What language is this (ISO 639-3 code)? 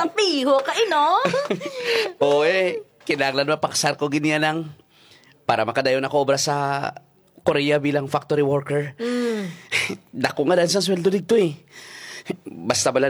hil